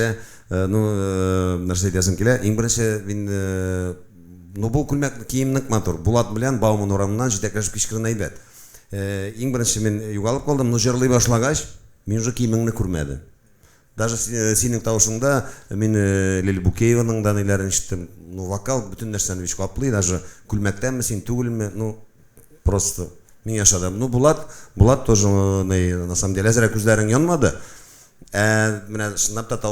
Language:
Tatar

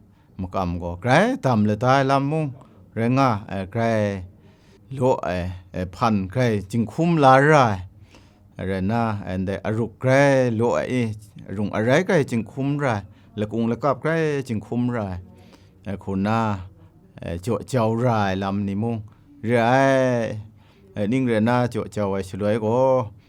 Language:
Kachin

